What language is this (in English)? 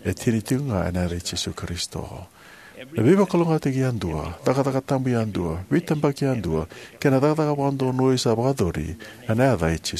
Fijian